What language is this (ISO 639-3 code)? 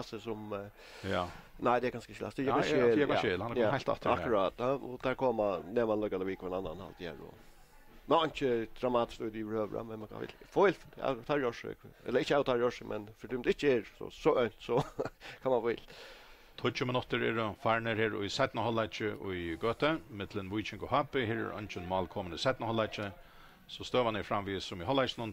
fao